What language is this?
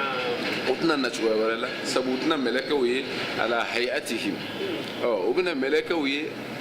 Bambara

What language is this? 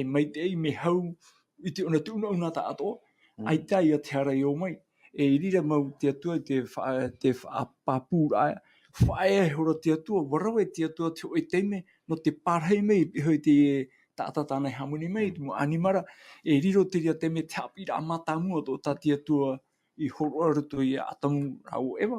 Tahitian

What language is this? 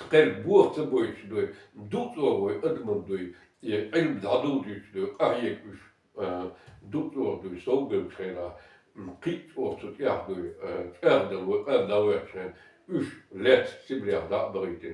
Chechen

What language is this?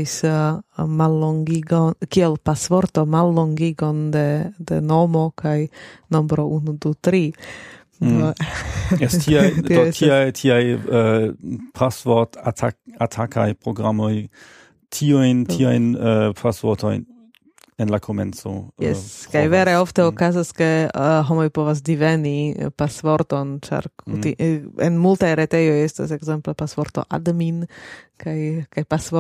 Esperanto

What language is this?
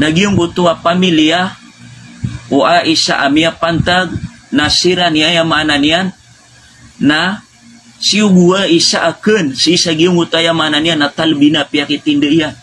Maranao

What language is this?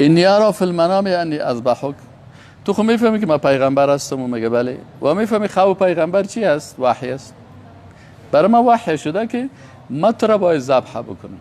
Persian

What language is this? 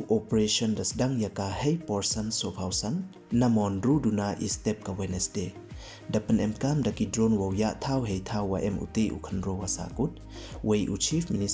Pnar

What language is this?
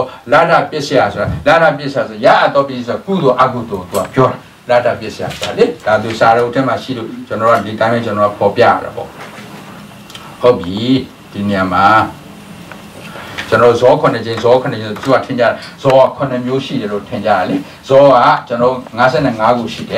Burmese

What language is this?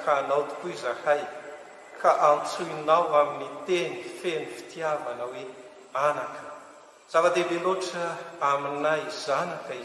Malagasy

